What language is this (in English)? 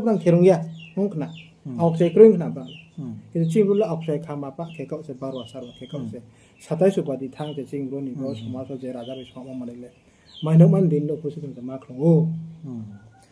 Riang (India)